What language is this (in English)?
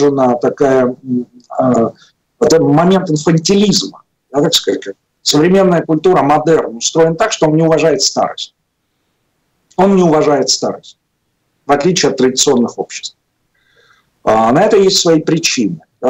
Russian